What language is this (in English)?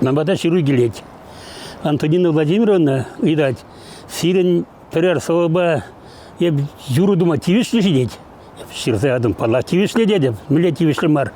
Chuvash